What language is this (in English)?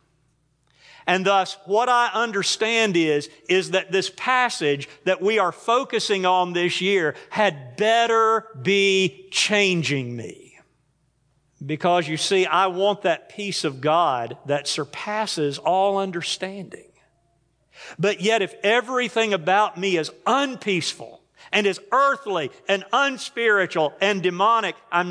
English